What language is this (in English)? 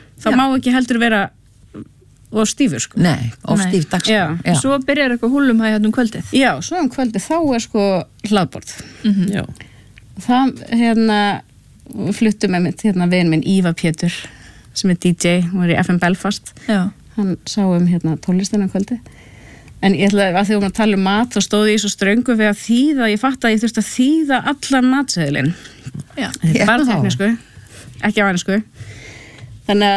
Icelandic